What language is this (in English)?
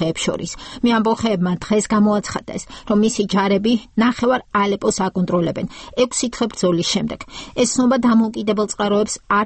Georgian